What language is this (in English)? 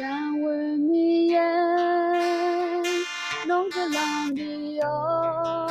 Akha